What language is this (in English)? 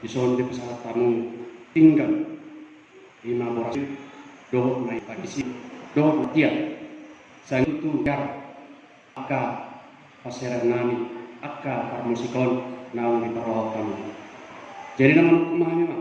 Batak Toba